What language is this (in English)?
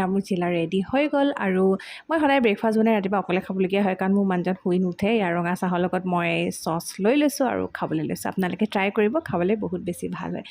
Assamese